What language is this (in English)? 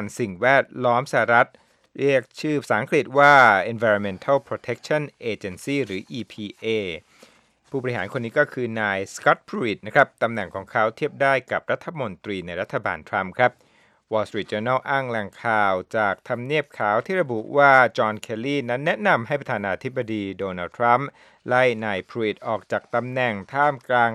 Thai